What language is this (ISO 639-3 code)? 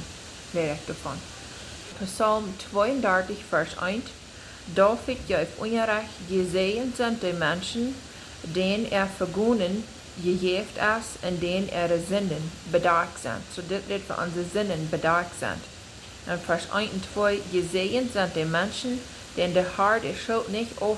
pdt